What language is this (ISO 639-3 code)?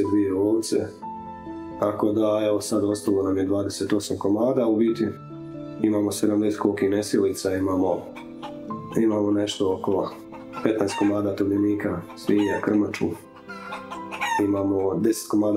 hrv